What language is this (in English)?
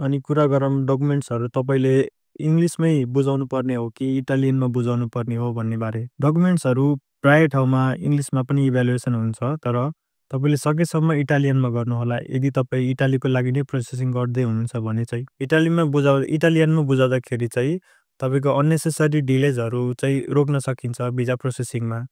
Nepali